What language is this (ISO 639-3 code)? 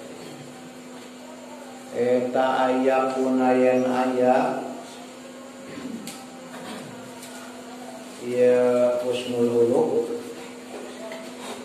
sun